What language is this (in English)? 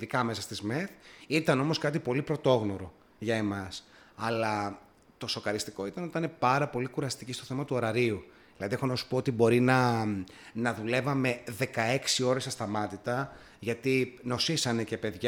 Greek